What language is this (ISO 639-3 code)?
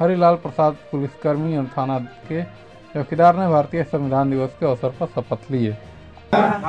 hin